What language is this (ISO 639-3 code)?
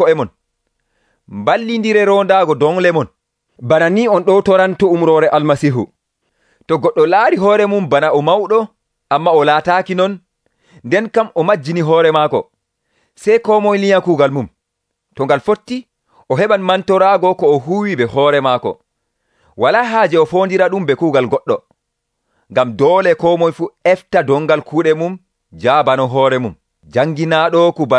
fuv